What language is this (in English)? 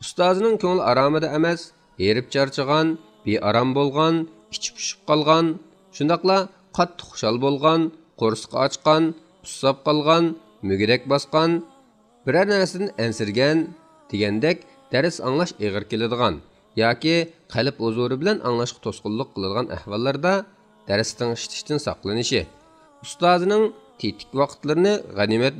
Uyghur